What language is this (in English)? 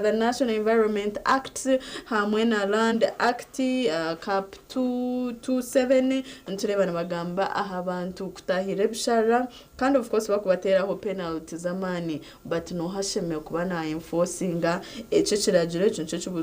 Nyankole